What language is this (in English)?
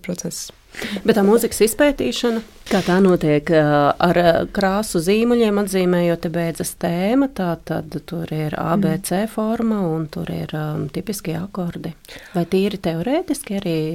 Latvian